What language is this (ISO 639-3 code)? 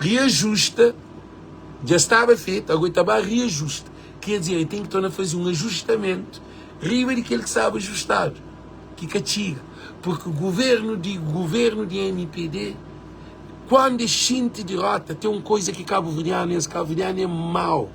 kea